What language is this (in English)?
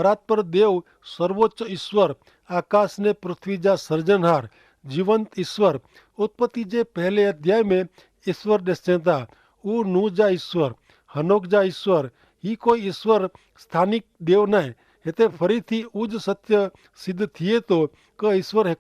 Kachhi